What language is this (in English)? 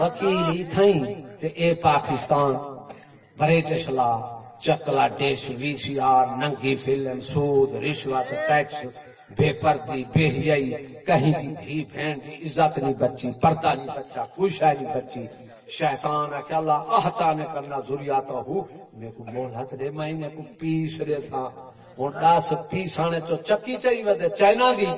Saraiki